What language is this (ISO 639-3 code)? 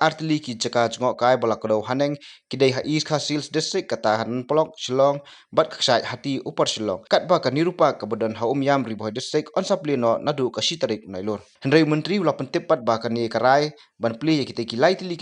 kha